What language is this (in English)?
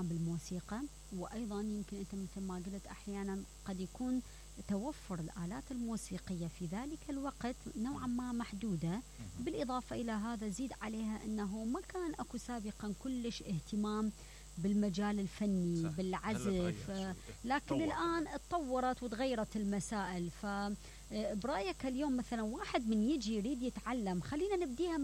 Mesopotamian Arabic